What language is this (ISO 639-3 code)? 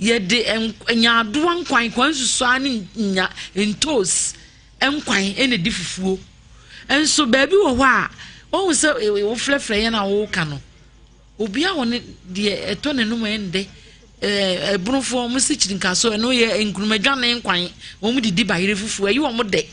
aka